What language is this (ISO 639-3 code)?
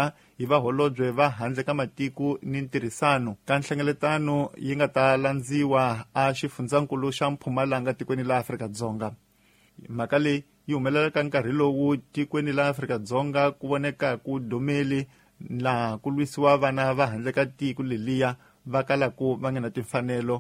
tso